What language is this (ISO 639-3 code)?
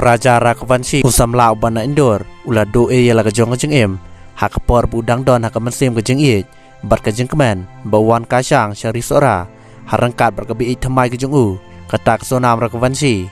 kha